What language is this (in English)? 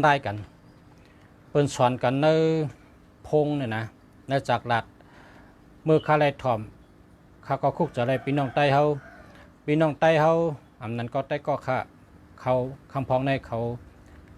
Shan